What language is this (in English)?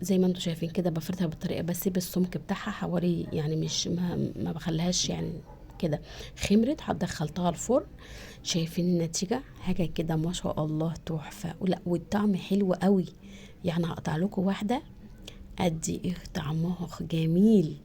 Egyptian Arabic